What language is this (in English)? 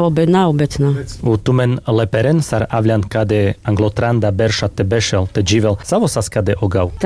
Carpathian Romani